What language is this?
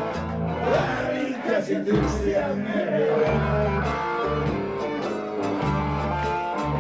Finnish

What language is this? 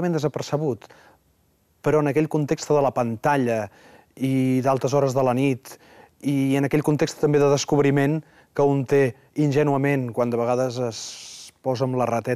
Catalan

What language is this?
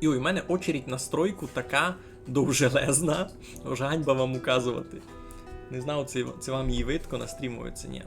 Rusyn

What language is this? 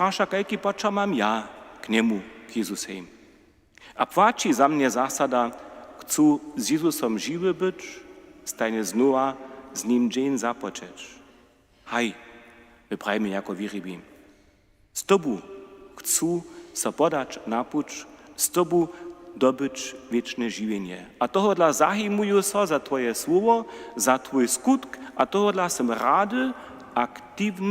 Upper Sorbian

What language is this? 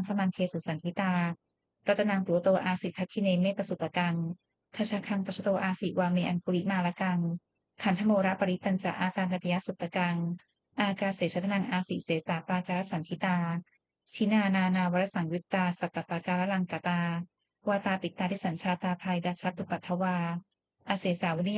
Pali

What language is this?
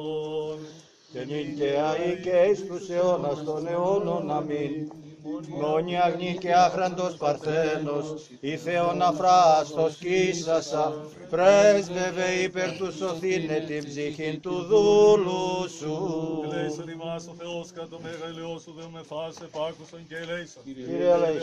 Greek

